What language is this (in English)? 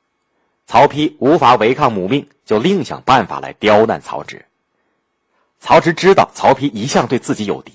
Chinese